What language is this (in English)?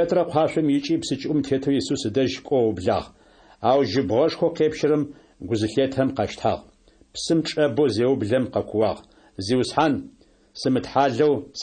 Adyghe